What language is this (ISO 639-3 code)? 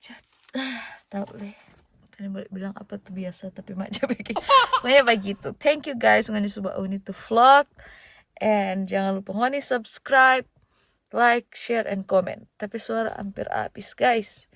xmm